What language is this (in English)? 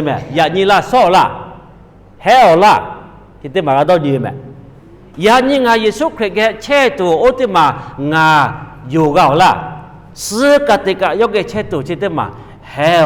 Lahu